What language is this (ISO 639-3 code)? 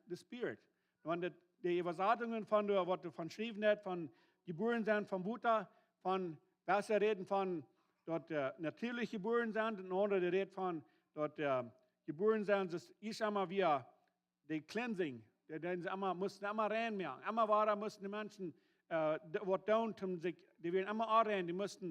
pdt